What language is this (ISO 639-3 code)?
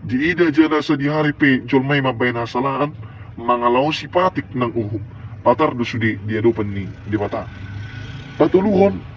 bbc